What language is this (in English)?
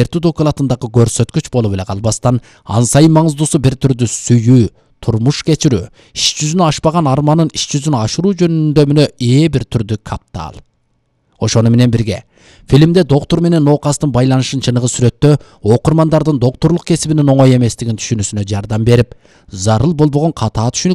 Kyrgyz